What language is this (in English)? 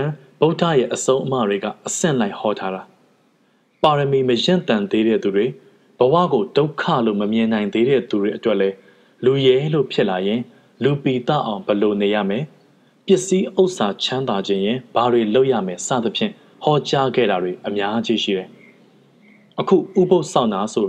Burmese